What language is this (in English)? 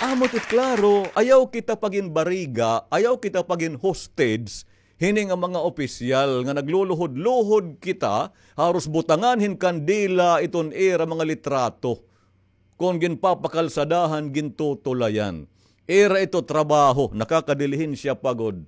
Waray